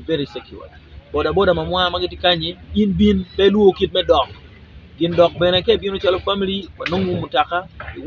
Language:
Acoli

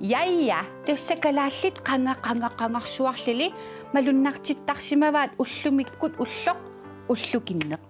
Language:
Kalaallisut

